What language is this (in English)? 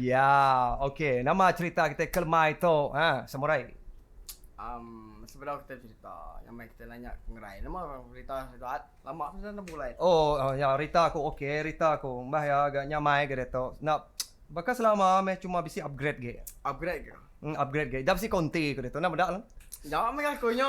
Iban